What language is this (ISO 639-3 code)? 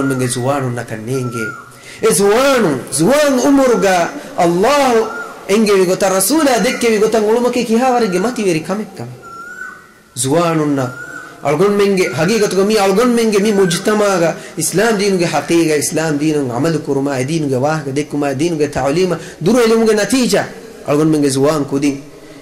div